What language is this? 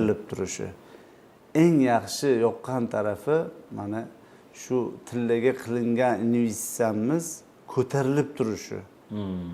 Uzbek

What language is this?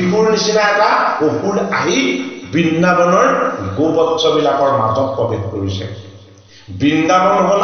Assamese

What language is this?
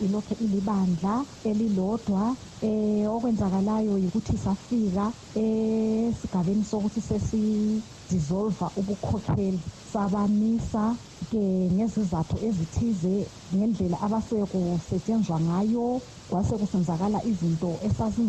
North Ndebele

